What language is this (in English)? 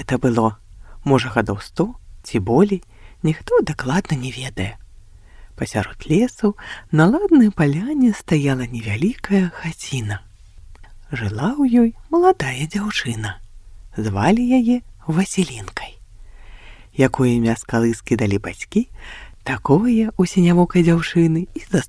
Belarusian